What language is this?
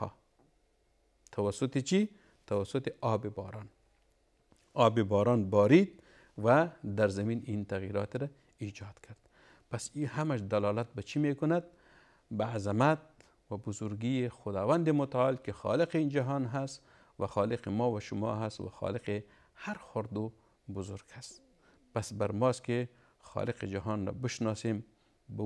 Persian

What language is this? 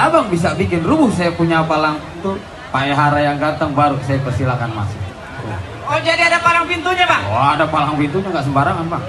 Betawi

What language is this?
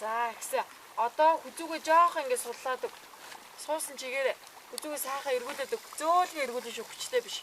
Mongolian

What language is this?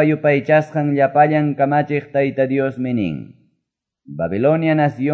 Quechua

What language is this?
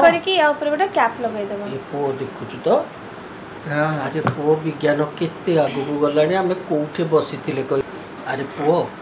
Odia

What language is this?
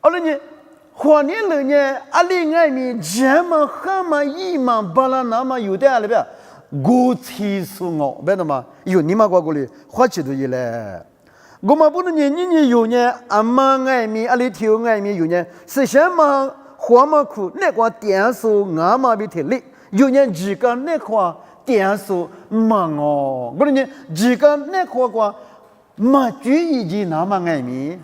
Lisu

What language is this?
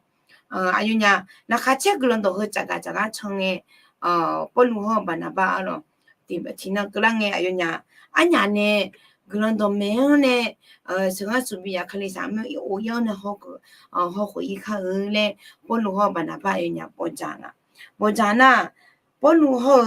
Akha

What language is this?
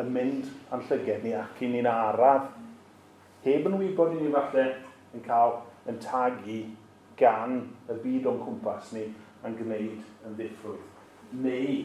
Welsh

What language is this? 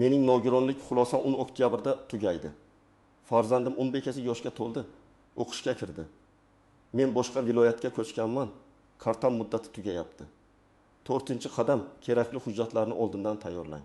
Uzbek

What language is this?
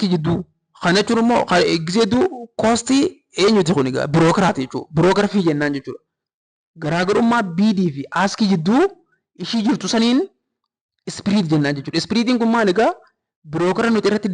Oromo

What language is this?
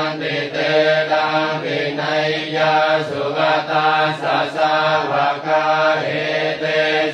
Pali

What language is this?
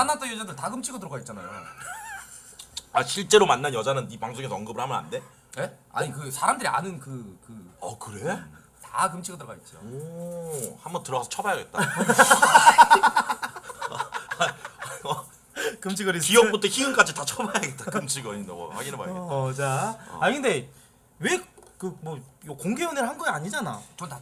Korean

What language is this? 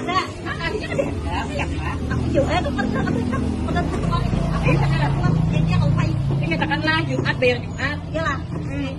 Banjar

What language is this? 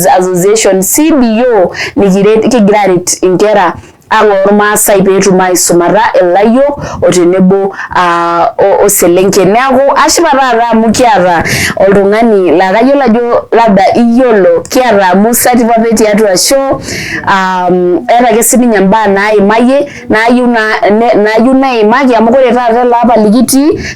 Masai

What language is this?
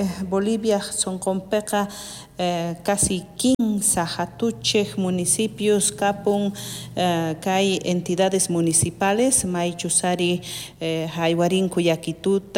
South Bolivian Quechua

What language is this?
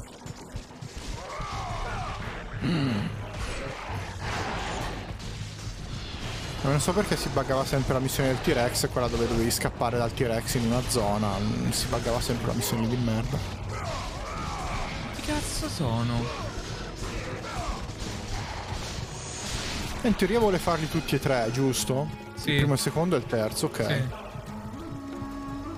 Italian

